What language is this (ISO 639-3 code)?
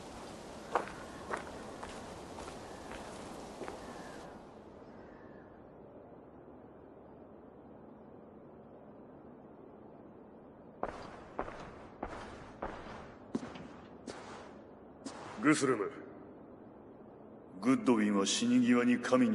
jpn